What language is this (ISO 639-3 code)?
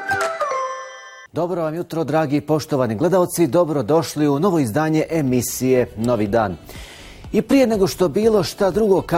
bos